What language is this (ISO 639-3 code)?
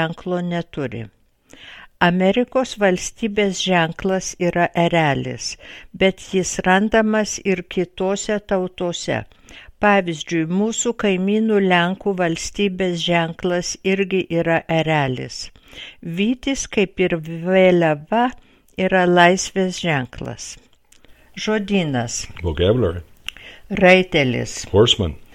lit